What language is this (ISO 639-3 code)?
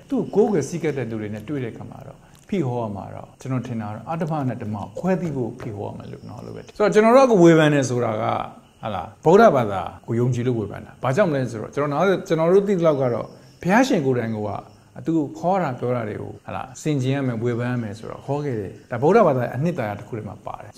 mya